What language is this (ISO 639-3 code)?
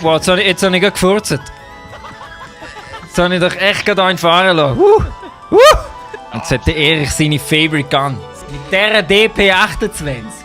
gsw